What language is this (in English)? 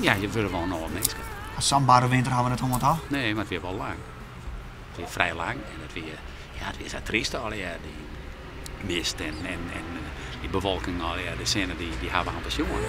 Western Frisian